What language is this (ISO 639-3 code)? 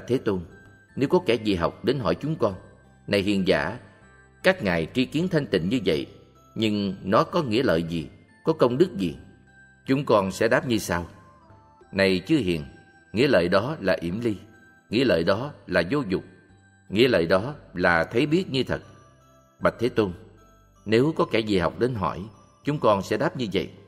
vie